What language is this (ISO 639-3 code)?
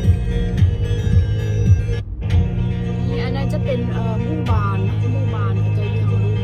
lao